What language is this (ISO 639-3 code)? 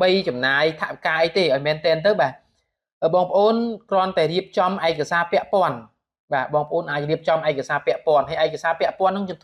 khm